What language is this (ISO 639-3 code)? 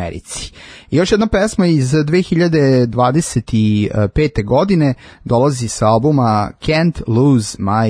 srp